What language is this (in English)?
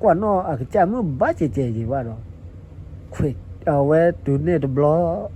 S'gaw Karen